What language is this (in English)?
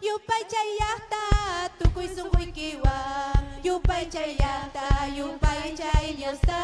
Ayacucho Quechua